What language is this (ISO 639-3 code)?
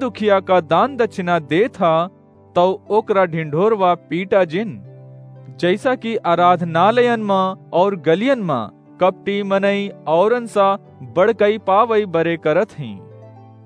awa